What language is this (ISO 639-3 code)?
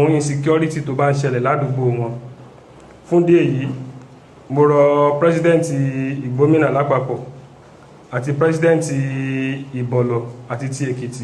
yor